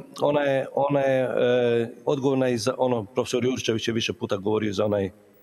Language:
Croatian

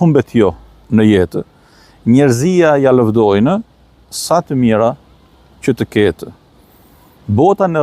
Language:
Albanian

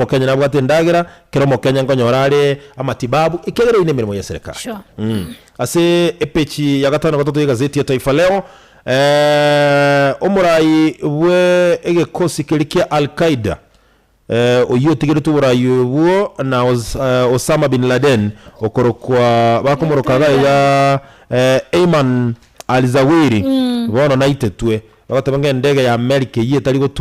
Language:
Gusii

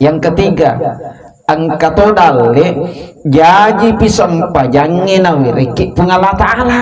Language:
Buginese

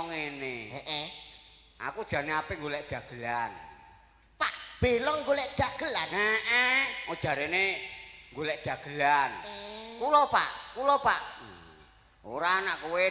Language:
Javanese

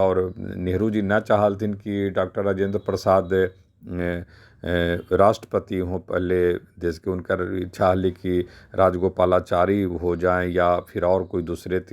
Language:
Magahi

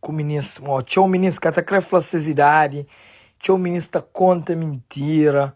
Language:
Kabuverdianu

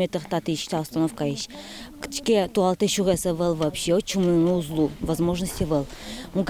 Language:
Udmurt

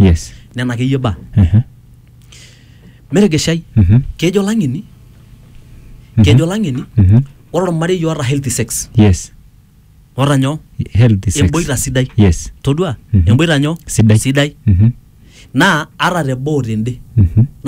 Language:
Masai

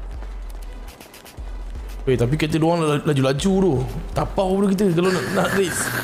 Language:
Malay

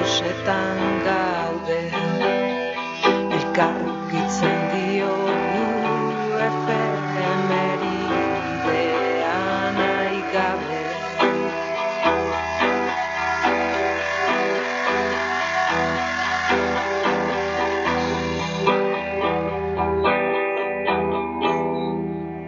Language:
Basque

